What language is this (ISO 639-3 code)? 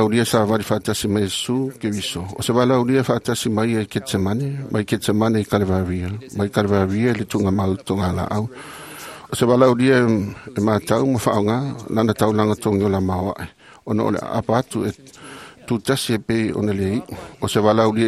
smo